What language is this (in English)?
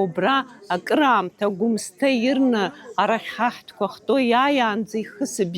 Abkhazian